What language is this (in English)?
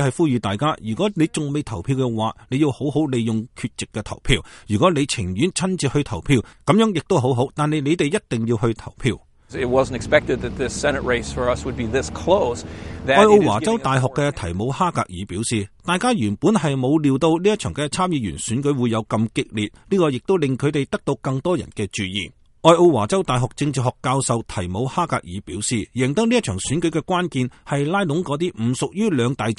Cantonese